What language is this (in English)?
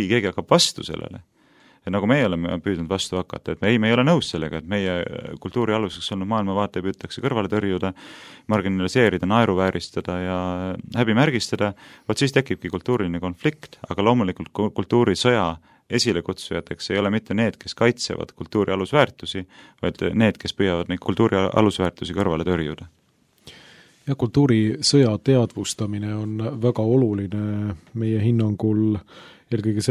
Estonian